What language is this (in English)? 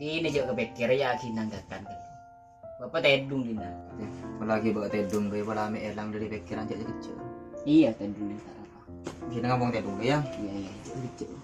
Madurese